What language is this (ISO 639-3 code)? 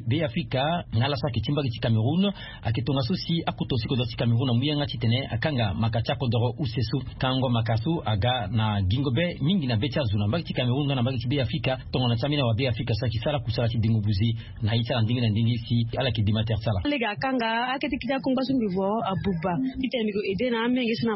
sag